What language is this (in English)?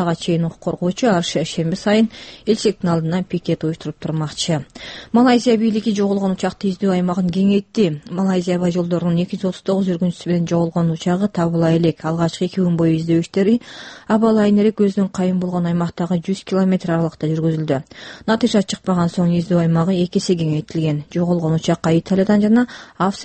Kyrgyz